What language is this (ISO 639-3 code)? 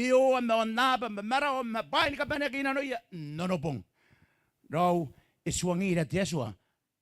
gil